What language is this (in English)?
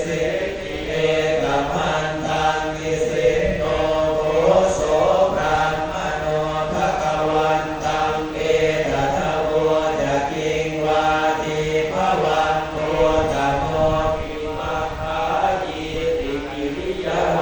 Pali